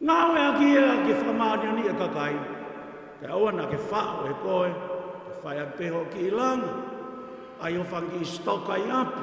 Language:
Tongan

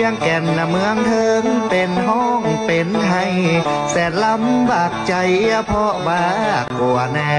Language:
Thai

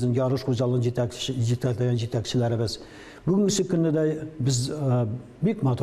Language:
Tatar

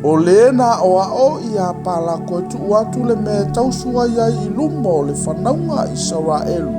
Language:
Samoan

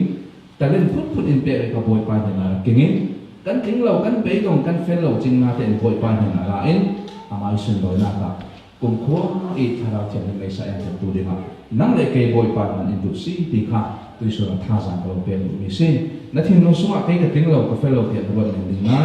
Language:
Falam Chin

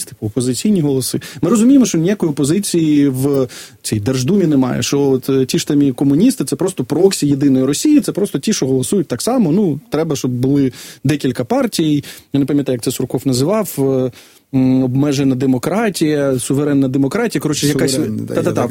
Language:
Ukrainian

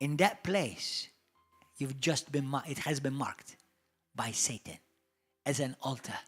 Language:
English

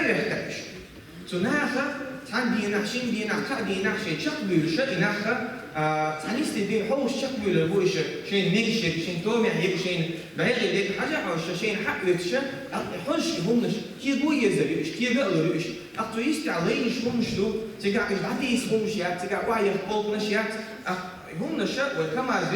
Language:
Chechen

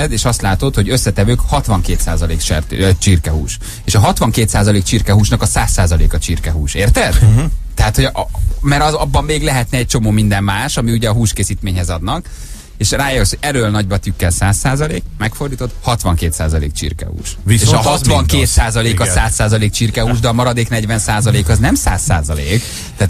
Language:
Hungarian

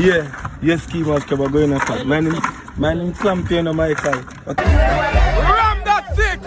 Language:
Jamaican Creole English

